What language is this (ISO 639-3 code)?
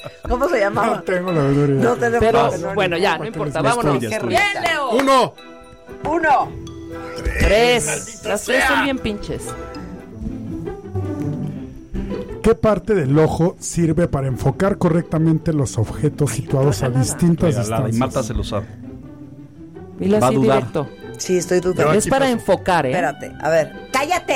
spa